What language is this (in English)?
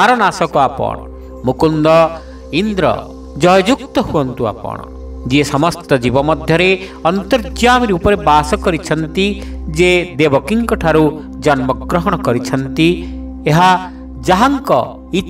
Odia